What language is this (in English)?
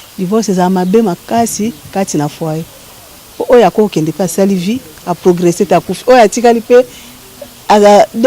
Lingala